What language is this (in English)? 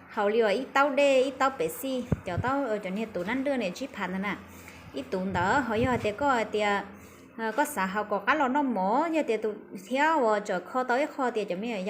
Hmong